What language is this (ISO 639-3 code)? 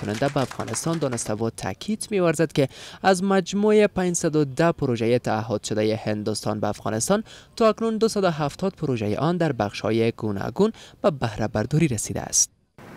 fas